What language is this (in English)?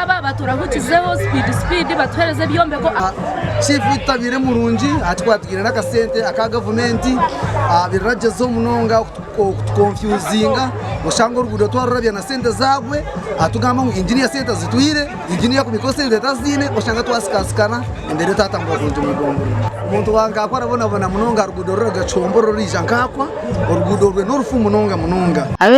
Nyankole